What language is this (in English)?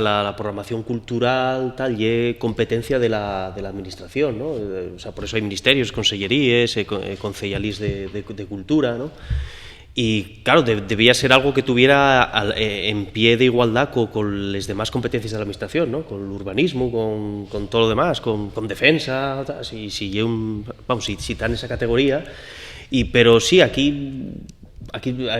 Asturian